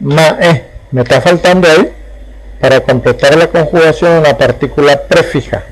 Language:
Guarani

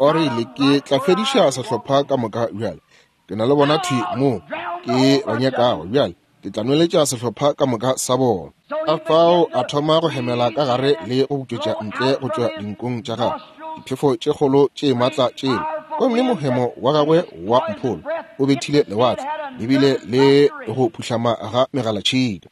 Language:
Northern Sotho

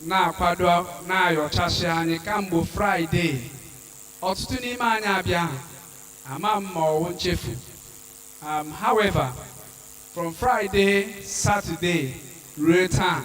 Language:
Igbo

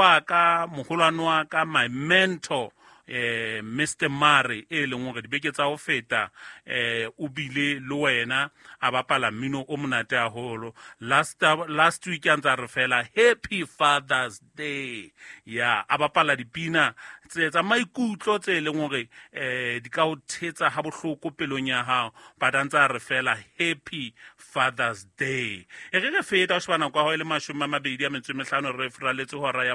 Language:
Southern Sotho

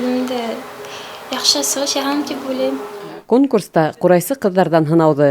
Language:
Bashkir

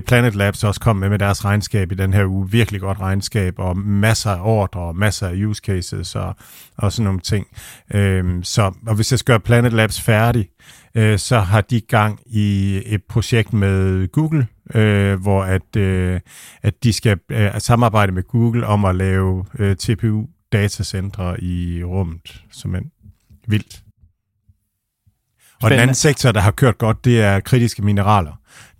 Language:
Danish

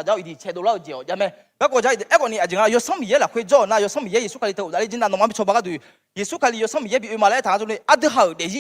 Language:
Akha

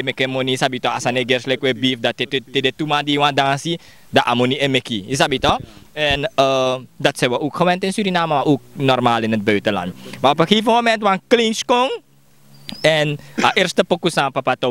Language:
Sranan Tongo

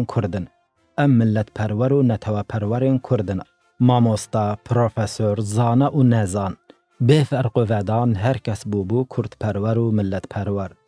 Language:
Kurdish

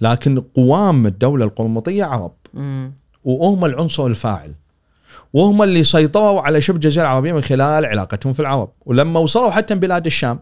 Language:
Gulf Arabic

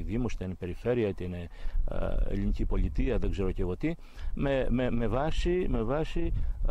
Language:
Greek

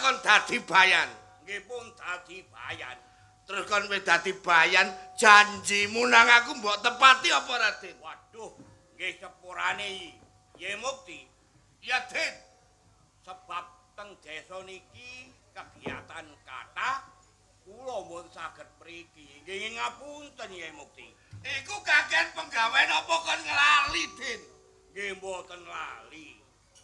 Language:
Javanese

